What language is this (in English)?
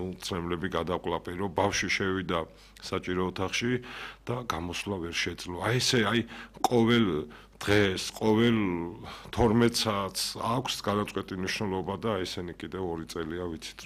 Georgian